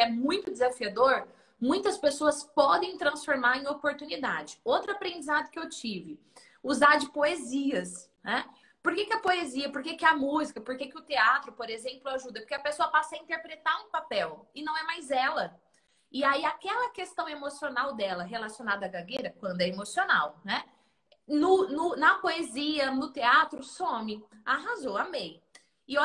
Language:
Portuguese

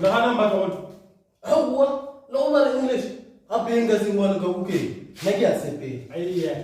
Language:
Northern Sotho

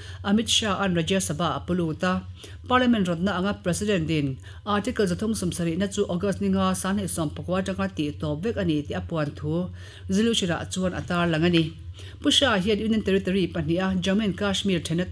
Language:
Mizo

